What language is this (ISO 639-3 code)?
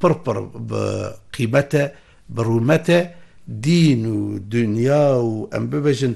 kur